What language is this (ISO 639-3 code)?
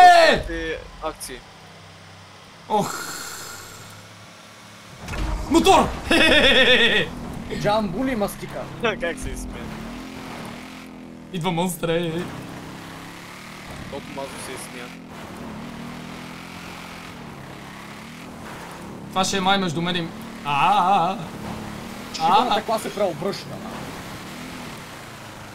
bul